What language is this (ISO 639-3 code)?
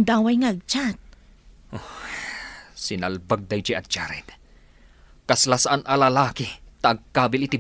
ilo